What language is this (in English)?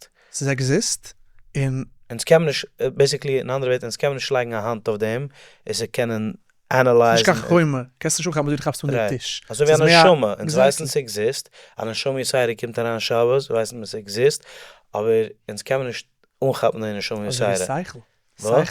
Yiddish